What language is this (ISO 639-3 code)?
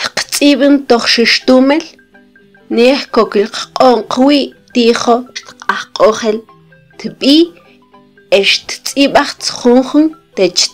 mam